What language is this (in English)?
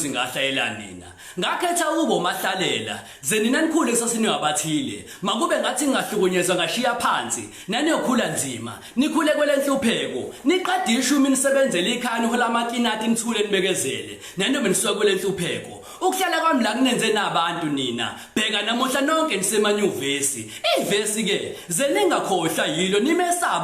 Zulu